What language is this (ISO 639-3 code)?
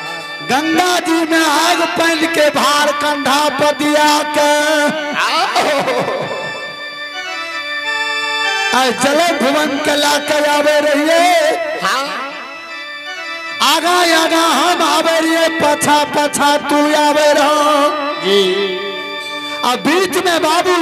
bho